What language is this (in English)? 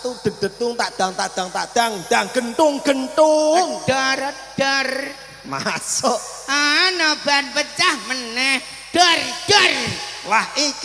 Javanese